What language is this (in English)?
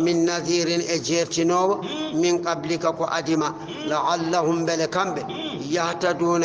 Fula